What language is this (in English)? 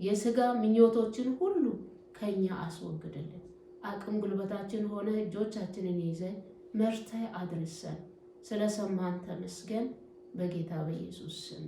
Amharic